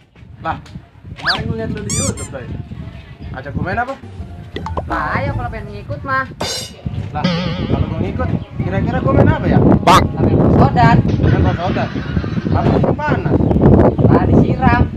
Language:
Betawi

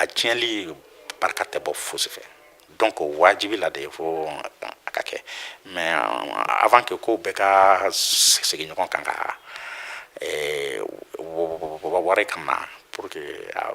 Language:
Bambara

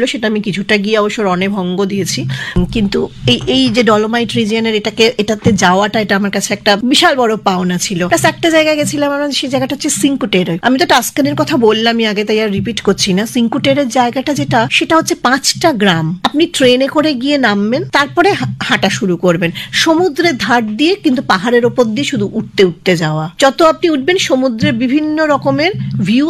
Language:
Bangla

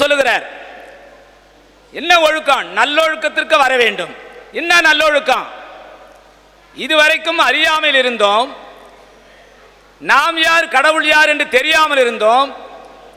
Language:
Tamil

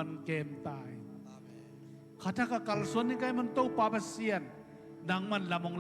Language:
Tedim Chin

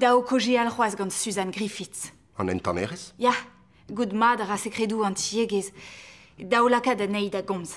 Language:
Breton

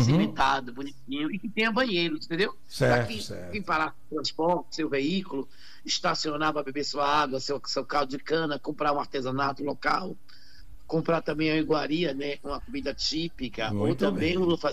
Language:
Portuguese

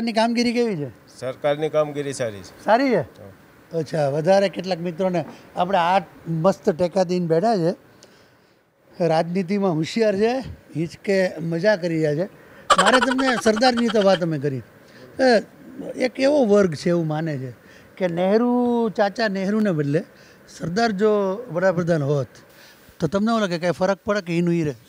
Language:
Gujarati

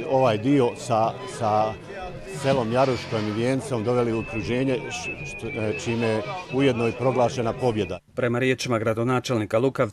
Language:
Bosnian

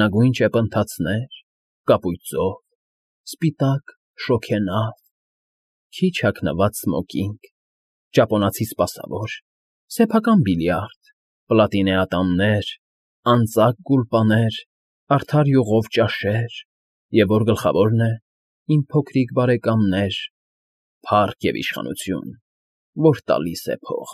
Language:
Armenian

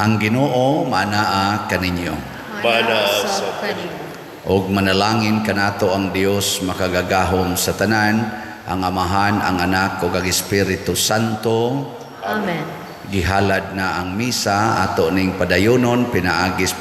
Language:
Cebuano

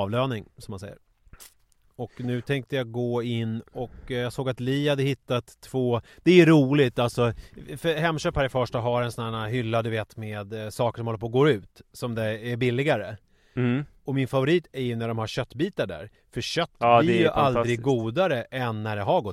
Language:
Swedish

